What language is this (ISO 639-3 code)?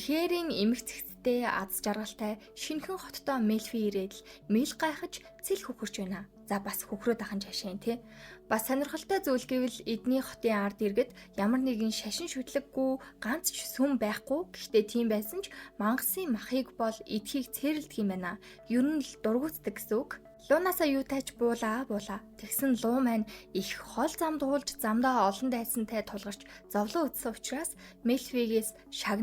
mon